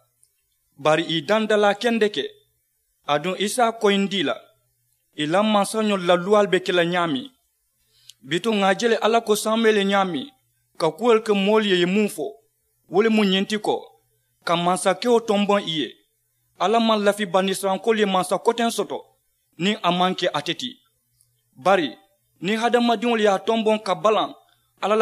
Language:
Mandingo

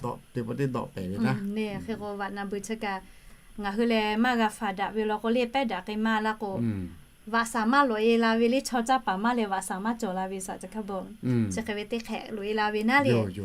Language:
Lahu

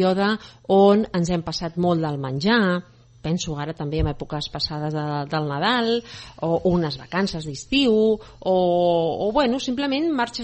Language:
Catalan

